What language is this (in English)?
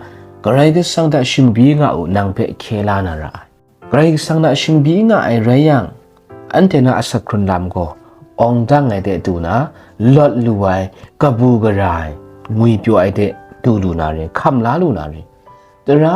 Kachin